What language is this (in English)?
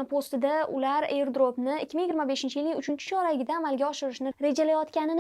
Uzbek